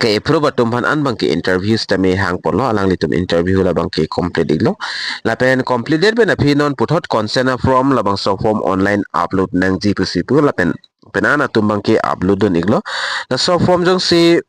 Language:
Karbi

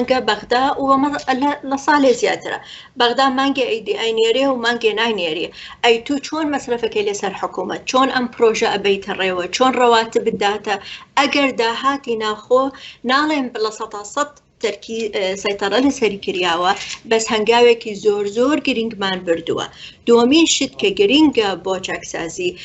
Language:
Central Kurdish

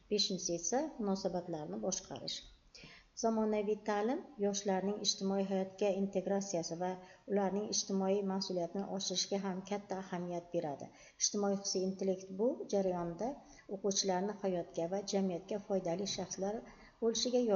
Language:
Uzbek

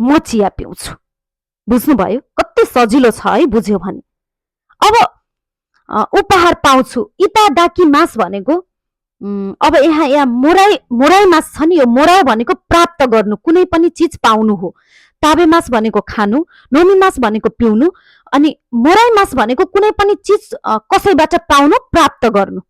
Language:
Nepali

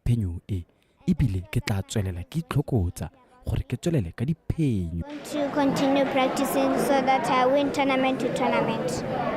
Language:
Tswana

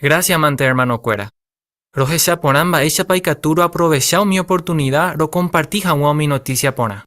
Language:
Guarani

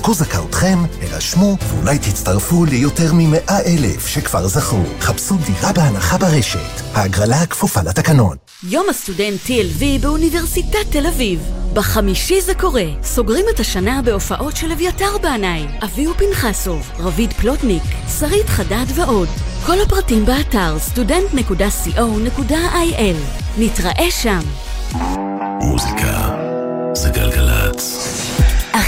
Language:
Hebrew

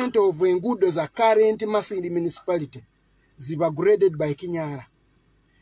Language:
Nyoro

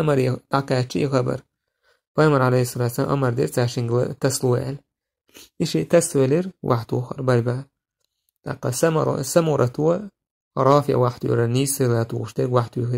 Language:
Chechen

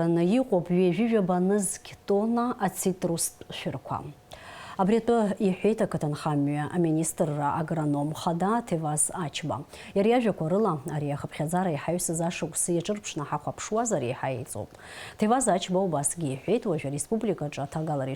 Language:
Abkhazian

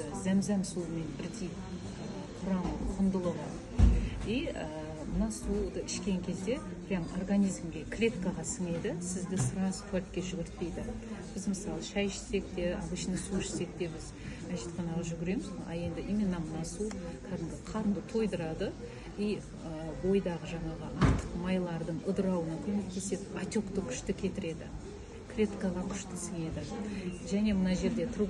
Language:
Kazakh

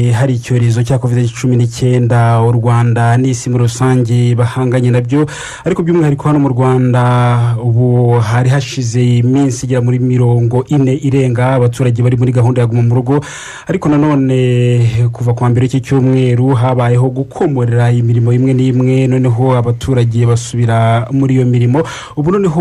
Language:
Kinyarwanda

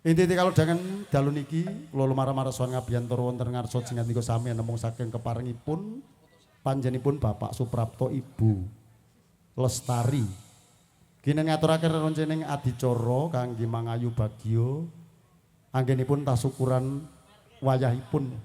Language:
Javanese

